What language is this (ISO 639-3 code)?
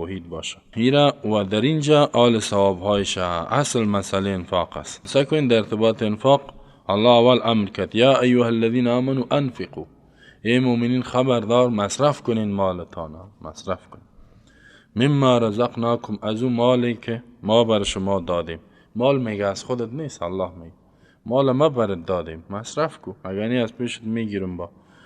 fas